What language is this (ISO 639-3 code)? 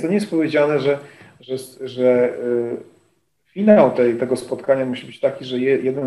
pol